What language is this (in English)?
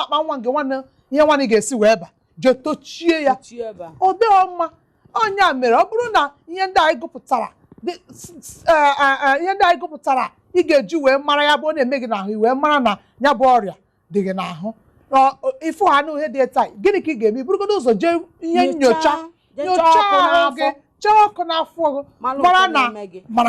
Igbo